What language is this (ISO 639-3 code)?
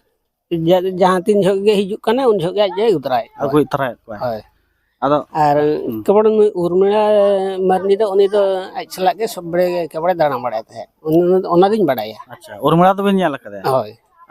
sat